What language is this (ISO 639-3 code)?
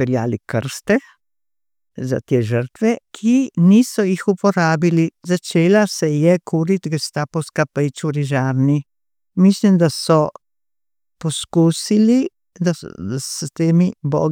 slv